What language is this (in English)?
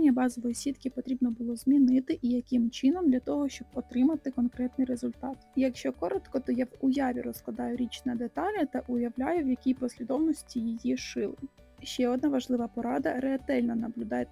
Ukrainian